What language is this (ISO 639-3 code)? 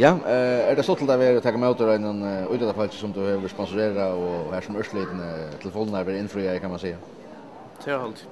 fao